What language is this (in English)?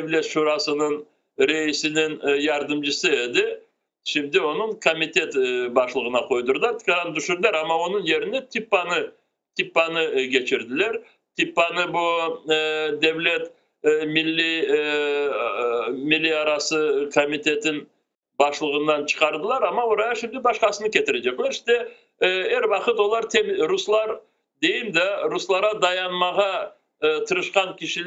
Crimean Tatar